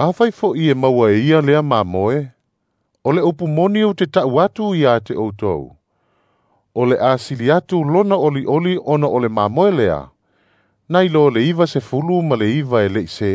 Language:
Samoan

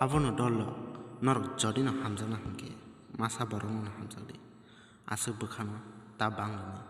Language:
Kok Borok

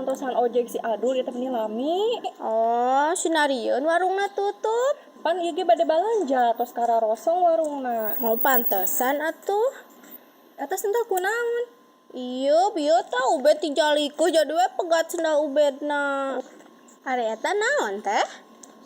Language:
Sundanese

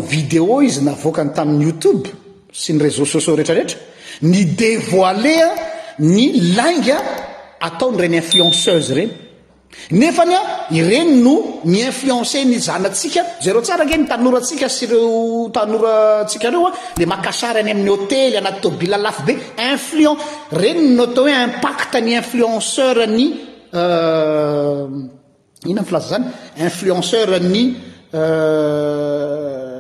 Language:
Malagasy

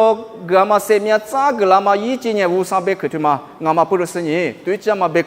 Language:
Lisu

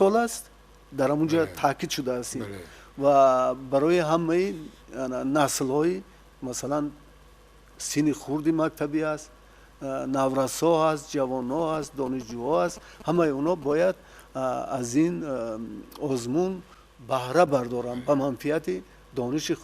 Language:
Tajik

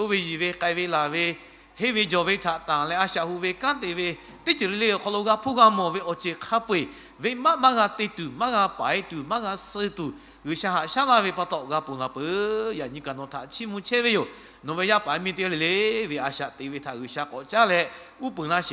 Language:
Lahu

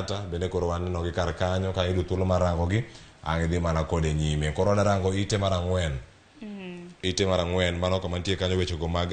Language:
Luo (Kenya and Tanzania)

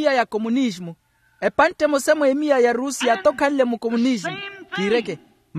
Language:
Makhuwa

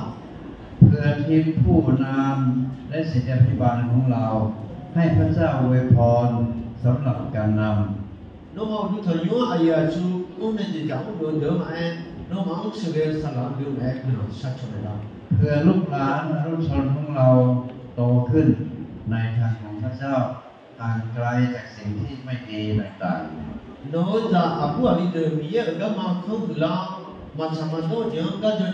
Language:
Akha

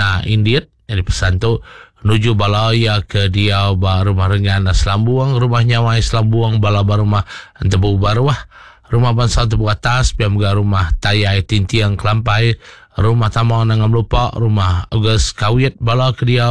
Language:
Iban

